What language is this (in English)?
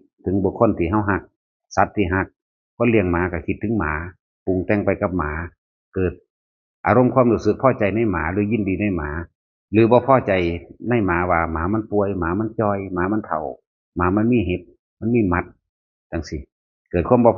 Northeastern Thai